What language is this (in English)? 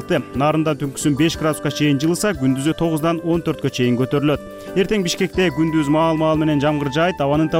Kyrgyz